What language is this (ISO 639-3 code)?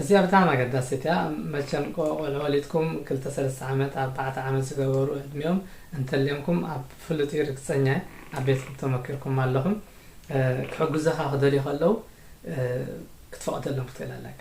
tir